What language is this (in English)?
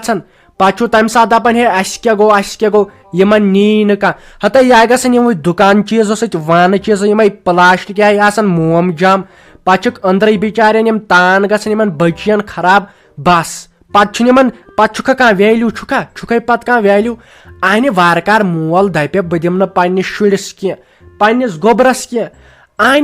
Kashmiri